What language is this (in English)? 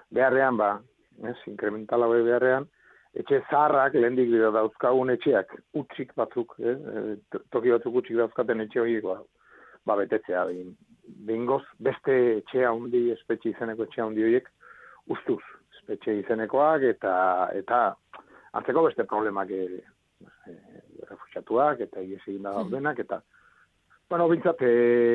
Basque